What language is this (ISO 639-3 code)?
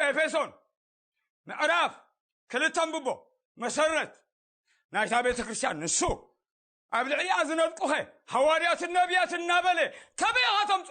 tir